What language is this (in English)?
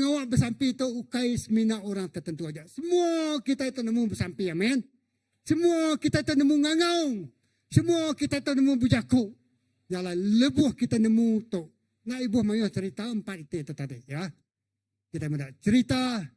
Iban